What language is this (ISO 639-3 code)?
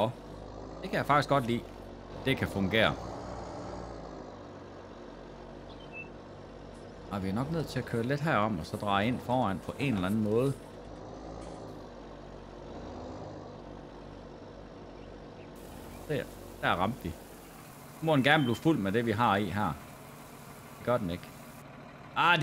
dan